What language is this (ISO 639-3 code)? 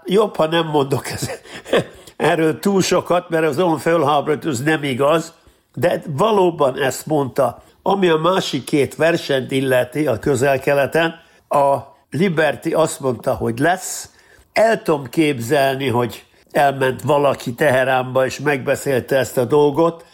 hun